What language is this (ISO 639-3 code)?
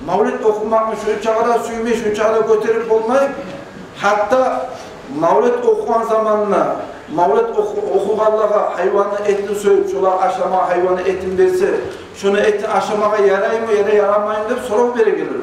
kum